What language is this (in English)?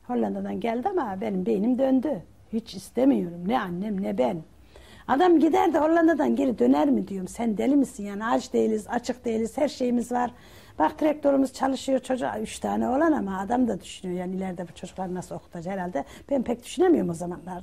Turkish